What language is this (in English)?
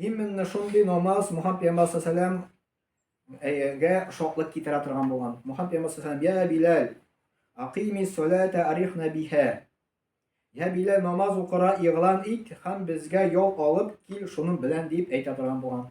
Tatar